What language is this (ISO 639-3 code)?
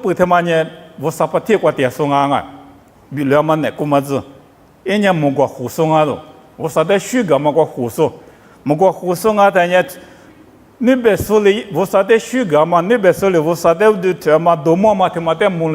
lis